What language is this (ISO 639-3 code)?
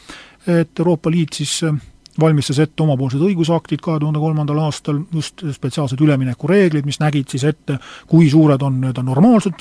est